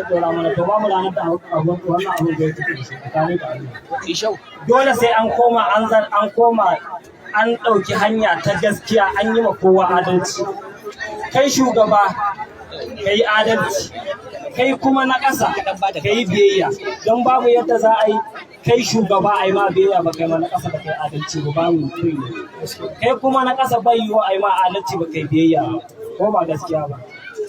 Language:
Hausa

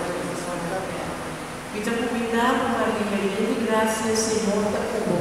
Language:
Papiamento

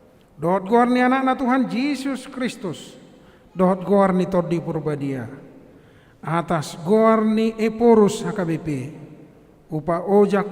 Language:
Batak Toba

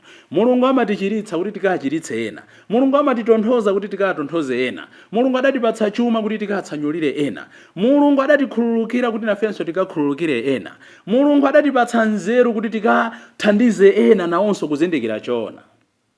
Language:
Nyanja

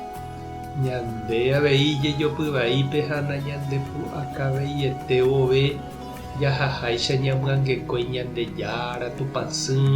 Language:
Guarani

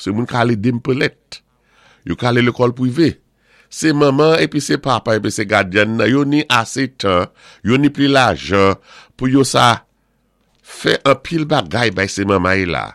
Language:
Saint Lucian Creole French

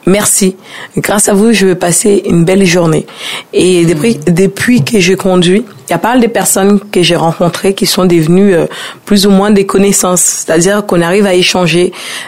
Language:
French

